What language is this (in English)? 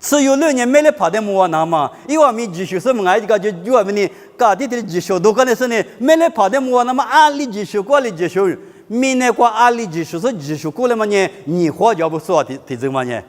Lisu